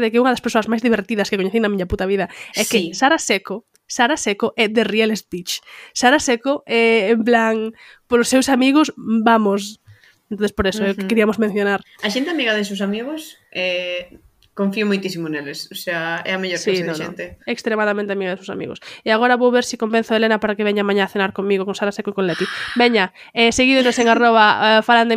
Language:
Galician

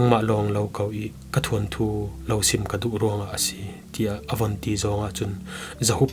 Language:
Falam Chin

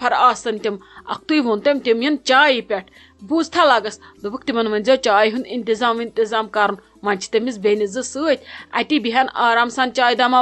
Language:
Kashmiri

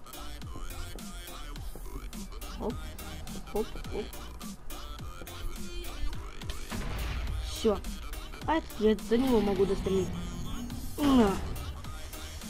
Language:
Russian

